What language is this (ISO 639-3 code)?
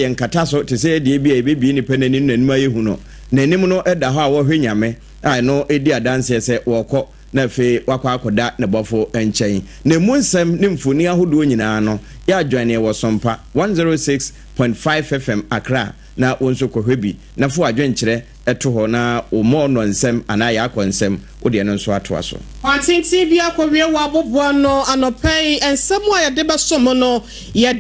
aka